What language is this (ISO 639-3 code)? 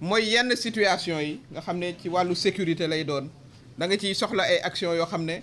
wol